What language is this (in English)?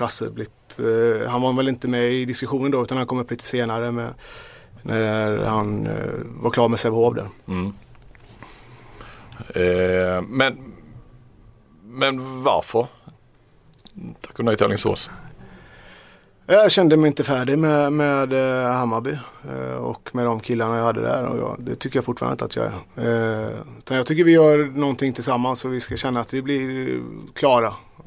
Swedish